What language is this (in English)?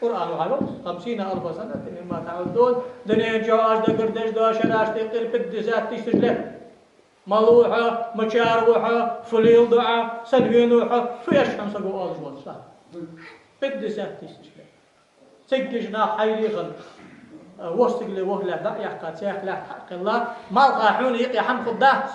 Ingush